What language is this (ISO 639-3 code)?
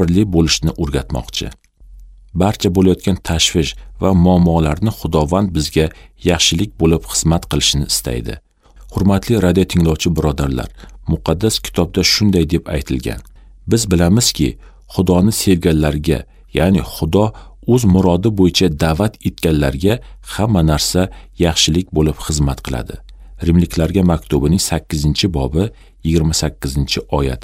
uzb